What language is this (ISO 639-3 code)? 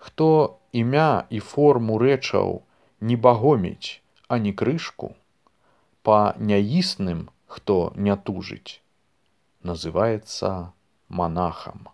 bel